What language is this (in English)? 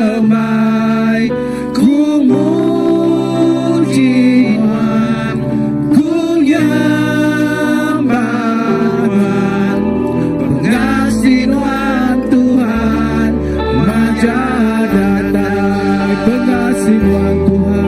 Iban